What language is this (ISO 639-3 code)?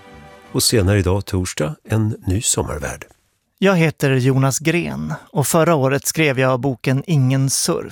swe